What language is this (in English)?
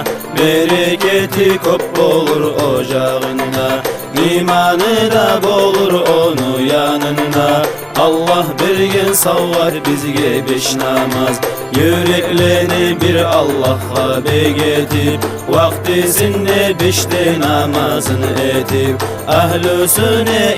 Kumyk